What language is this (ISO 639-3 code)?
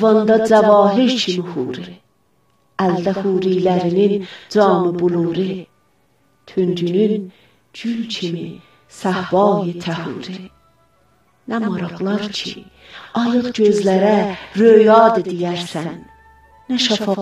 azb